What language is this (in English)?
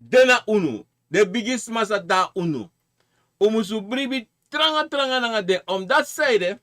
Sranan Tongo